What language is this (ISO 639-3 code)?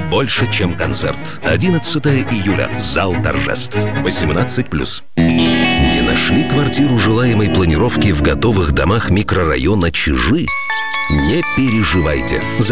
rus